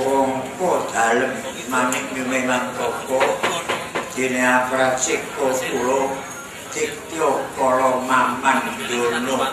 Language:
Javanese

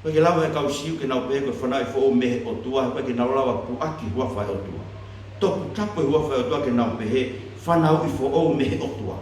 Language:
Tongan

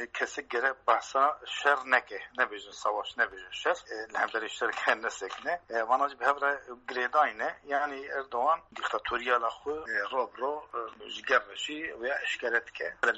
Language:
Kurdish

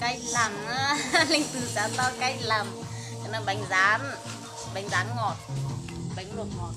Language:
Hmong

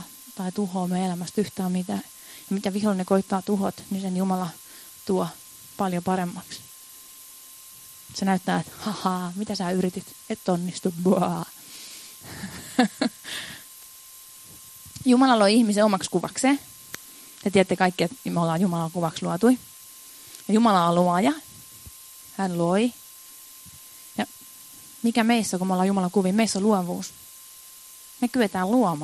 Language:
Finnish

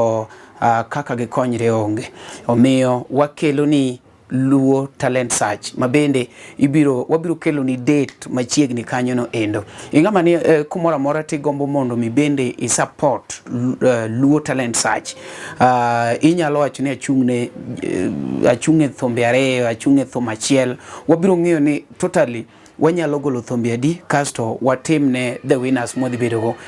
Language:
Luo (Kenya and Tanzania)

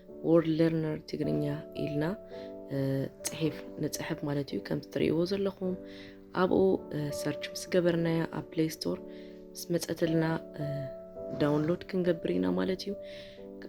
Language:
Tigrinya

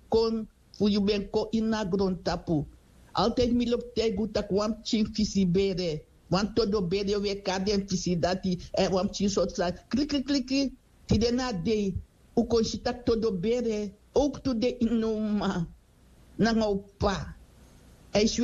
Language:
Sranan Tongo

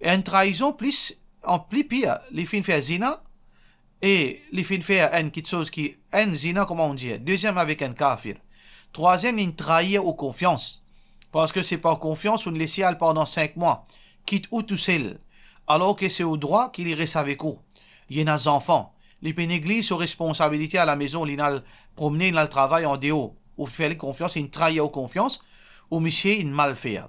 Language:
Morisyen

